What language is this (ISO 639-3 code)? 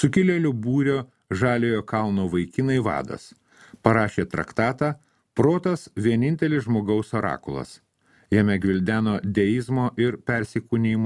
lit